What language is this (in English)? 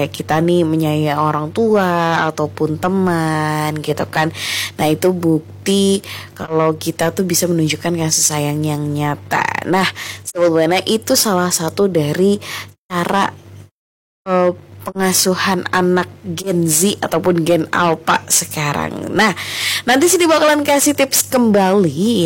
Indonesian